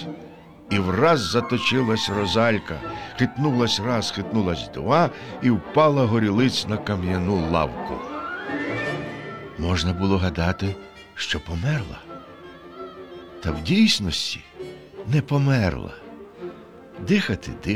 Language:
Ukrainian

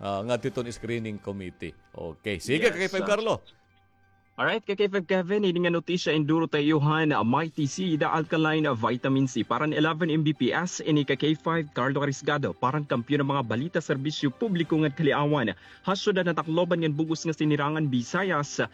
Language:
Waray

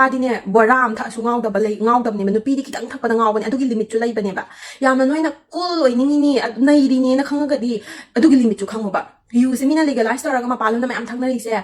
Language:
Manipuri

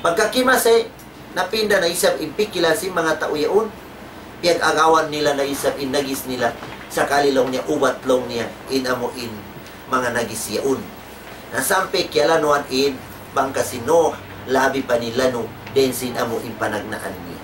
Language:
Tausug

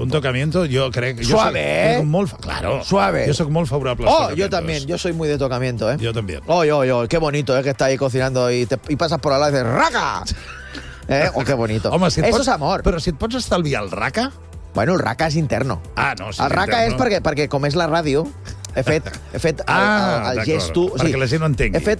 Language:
Catalan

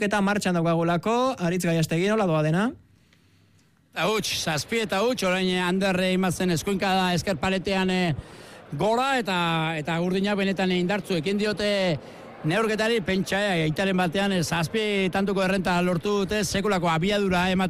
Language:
Basque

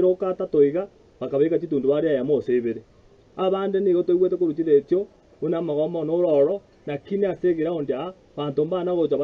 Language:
Gusii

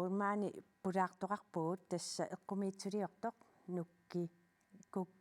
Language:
Kalaallisut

